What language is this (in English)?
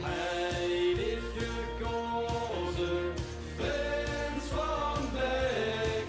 Limburgish